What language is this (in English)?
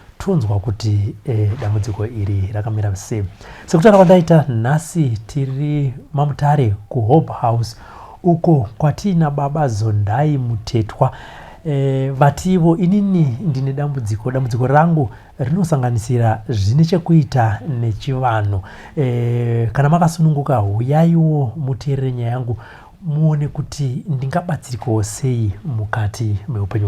Shona